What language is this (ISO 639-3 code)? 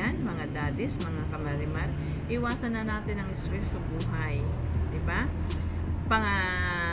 fil